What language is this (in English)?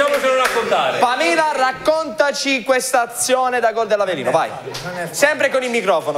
Italian